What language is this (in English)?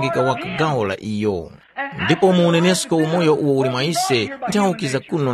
Tumbuka